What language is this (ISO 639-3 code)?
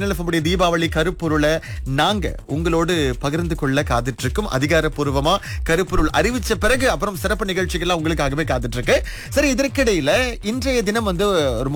tam